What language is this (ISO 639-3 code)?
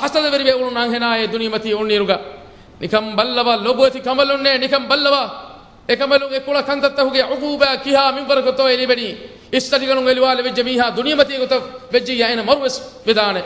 div